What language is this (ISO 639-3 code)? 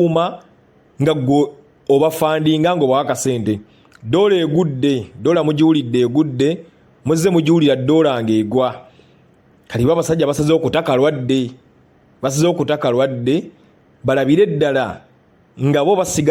lug